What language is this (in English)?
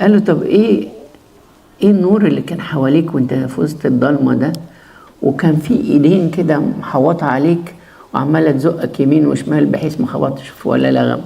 Egyptian Arabic